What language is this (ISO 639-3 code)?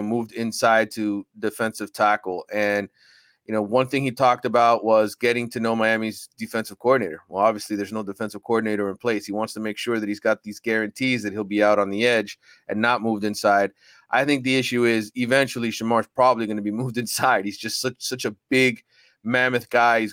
eng